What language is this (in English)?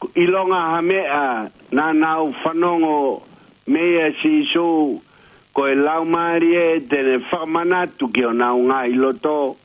Tongan